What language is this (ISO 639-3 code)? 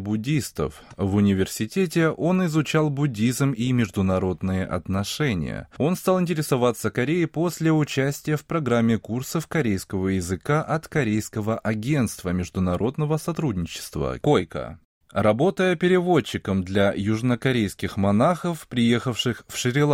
rus